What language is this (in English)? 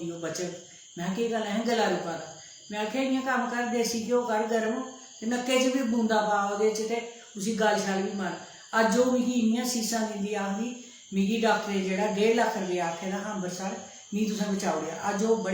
Dogri